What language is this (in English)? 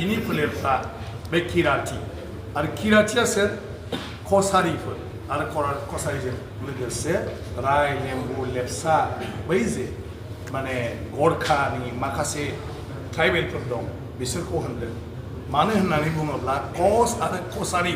Bodo